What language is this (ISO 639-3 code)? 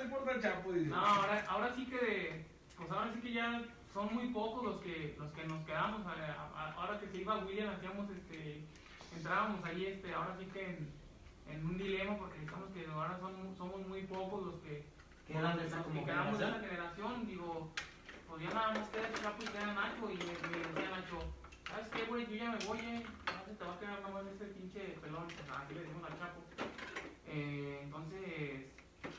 spa